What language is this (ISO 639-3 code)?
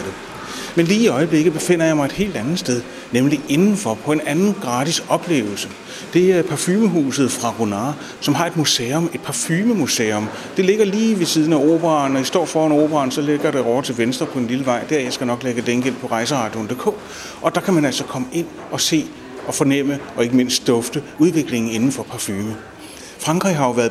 dan